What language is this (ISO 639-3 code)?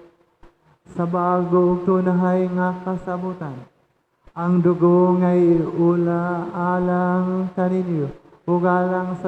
ceb